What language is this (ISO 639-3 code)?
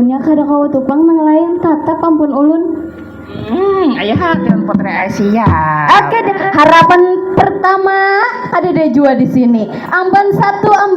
bjn